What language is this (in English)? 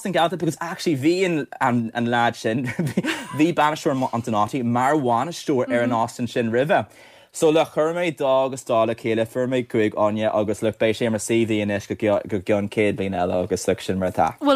Irish